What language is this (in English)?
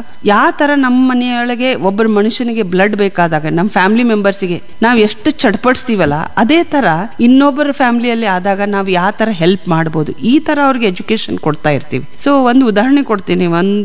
Kannada